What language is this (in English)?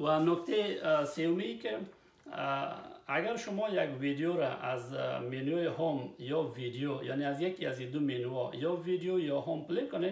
Persian